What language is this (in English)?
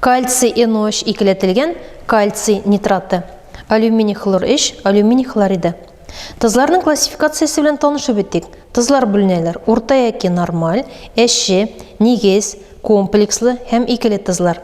Tatar